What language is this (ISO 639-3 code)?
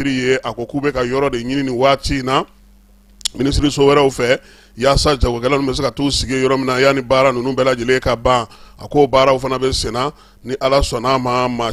bam